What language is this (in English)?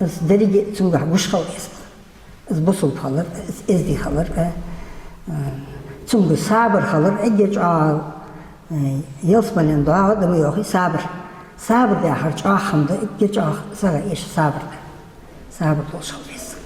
Ingush